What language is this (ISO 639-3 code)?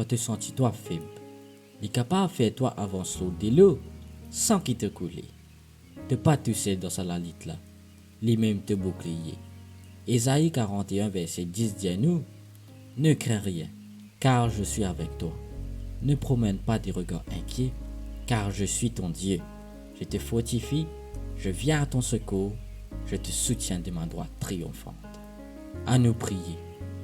mfe